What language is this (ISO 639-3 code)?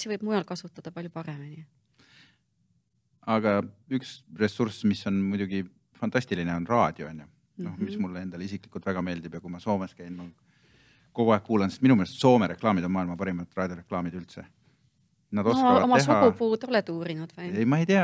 est